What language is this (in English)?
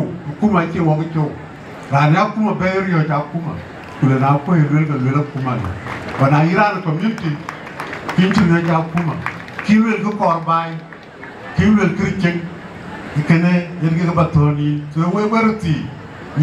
Dinka